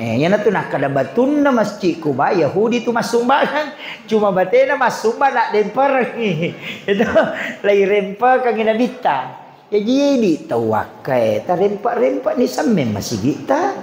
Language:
Buginese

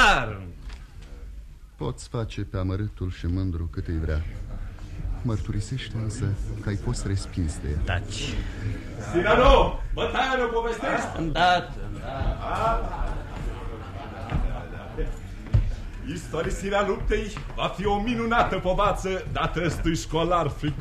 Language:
Romanian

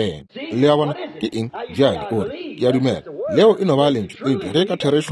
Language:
Northern Sotho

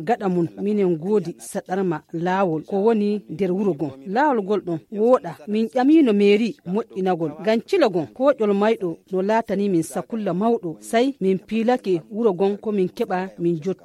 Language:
Nigerian Fulfulde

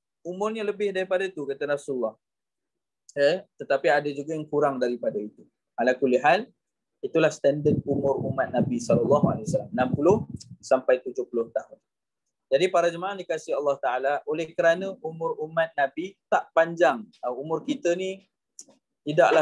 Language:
Malay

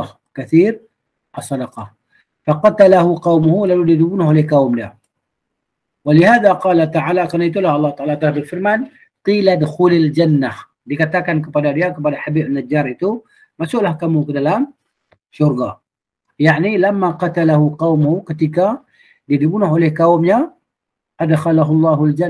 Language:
Malay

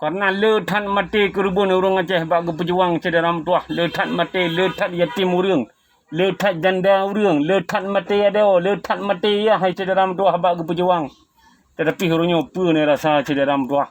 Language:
Achinese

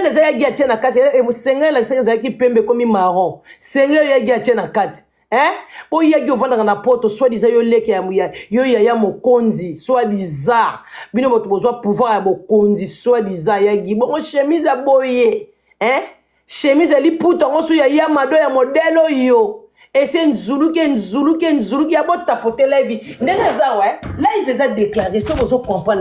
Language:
Lingala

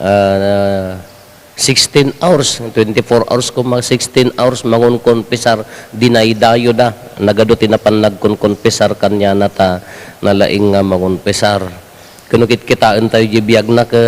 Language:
Iloko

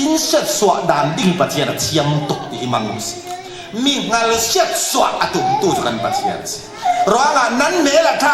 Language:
Falam Chin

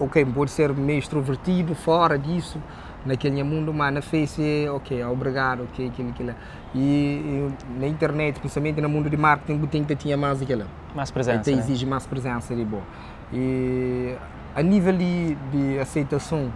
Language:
Kabuverdianu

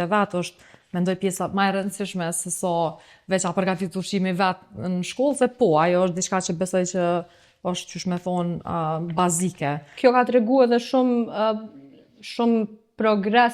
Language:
Albanian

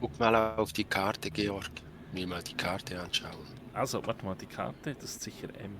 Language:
Swiss German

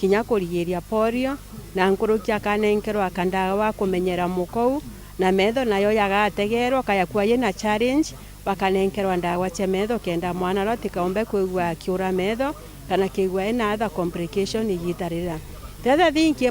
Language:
Meru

